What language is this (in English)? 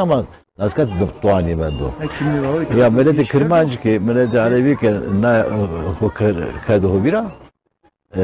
Zaza